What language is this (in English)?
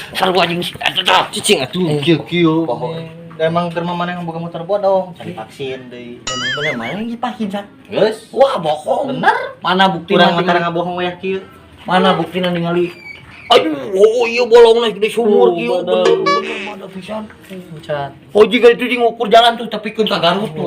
Sundanese